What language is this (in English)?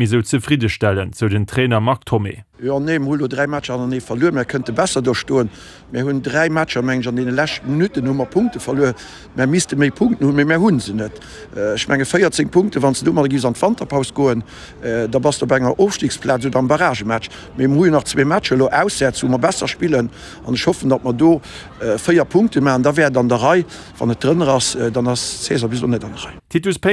Luxembourgish